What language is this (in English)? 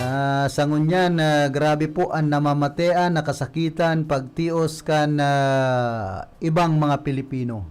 Bikol